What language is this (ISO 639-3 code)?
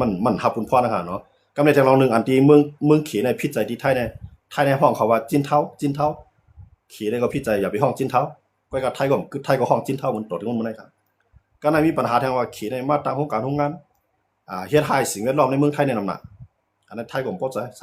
shn